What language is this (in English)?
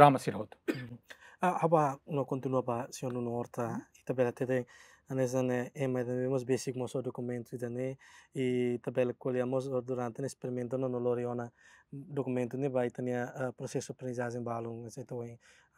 Tetum